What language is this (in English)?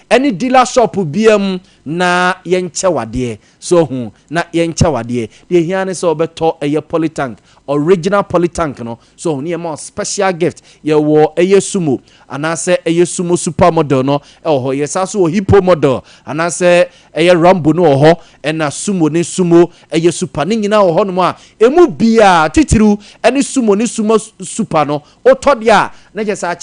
Akan